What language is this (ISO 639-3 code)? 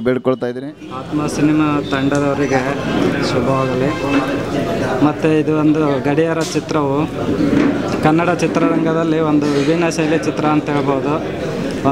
kan